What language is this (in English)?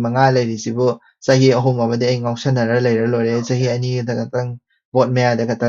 Manipuri